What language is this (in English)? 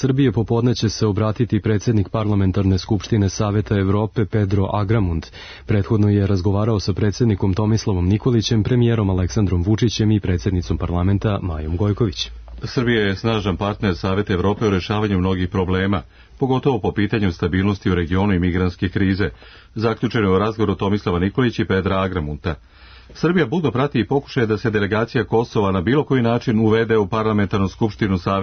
Serbian